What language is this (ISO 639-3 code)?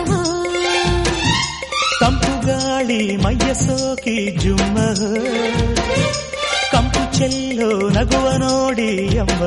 kan